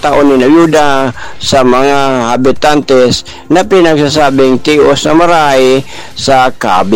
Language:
Bikol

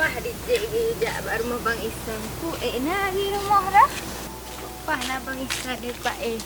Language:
Achinese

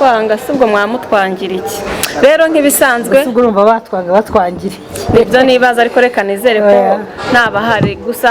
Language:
Kinyarwanda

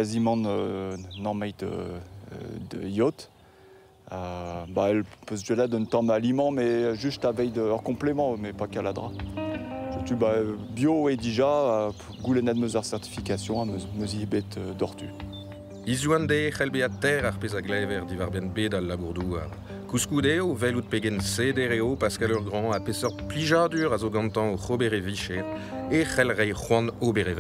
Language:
Breton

